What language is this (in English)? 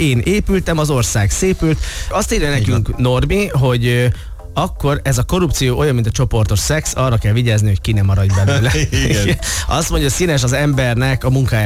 Hungarian